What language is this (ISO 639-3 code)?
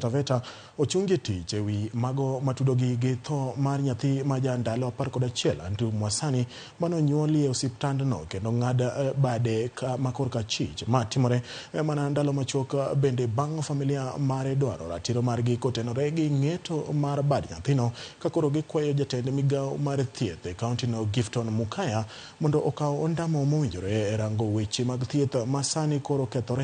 luo